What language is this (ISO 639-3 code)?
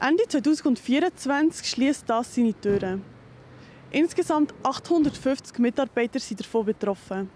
gsw